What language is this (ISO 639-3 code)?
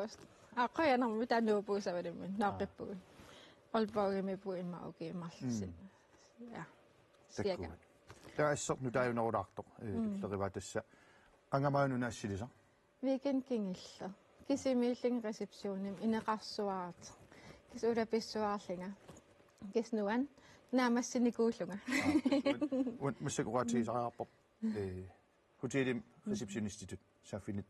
kal